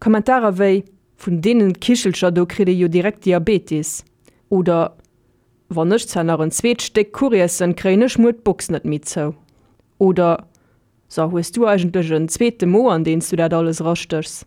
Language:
Luxembourgish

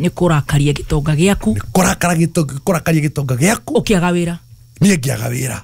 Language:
Kikuyu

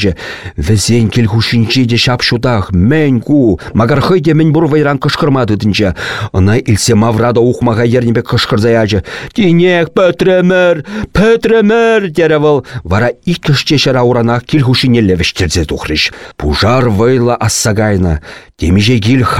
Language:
Chuvash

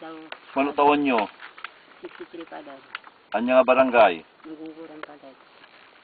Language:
Iloko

